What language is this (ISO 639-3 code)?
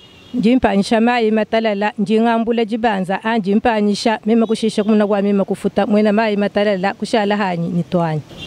lua